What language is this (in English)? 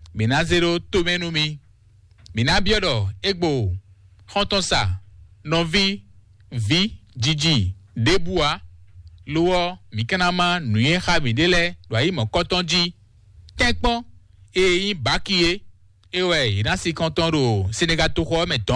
Fon